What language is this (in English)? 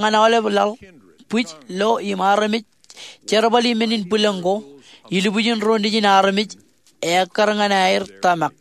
Marshallese